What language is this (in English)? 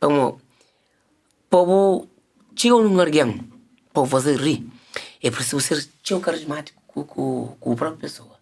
Kabuverdianu